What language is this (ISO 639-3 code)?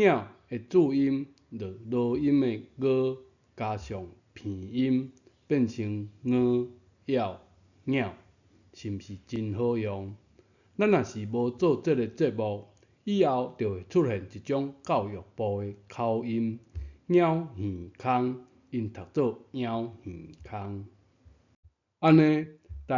nan